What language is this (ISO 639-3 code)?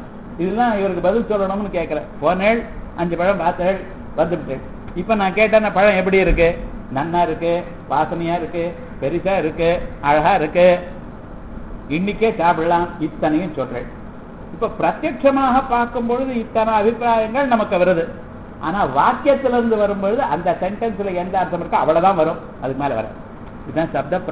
tam